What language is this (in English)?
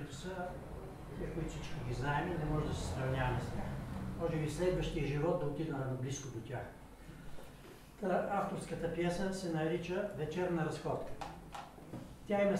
Bulgarian